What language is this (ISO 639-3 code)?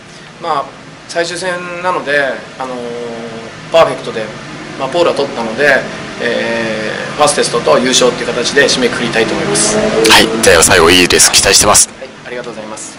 jpn